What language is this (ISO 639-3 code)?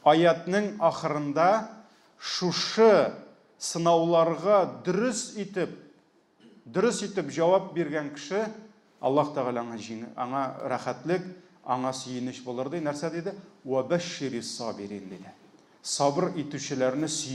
tat